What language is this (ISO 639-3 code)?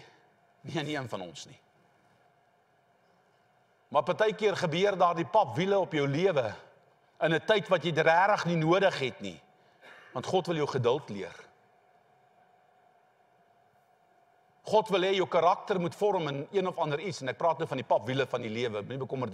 afr